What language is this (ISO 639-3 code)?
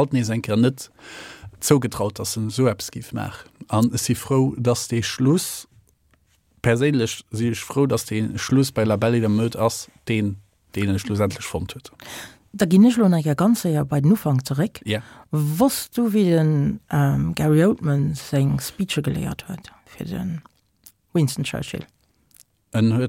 ltz